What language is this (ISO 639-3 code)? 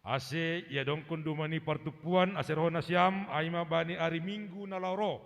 bts